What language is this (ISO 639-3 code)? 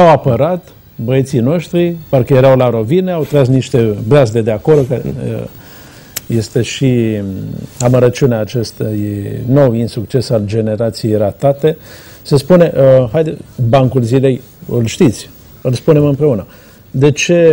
ron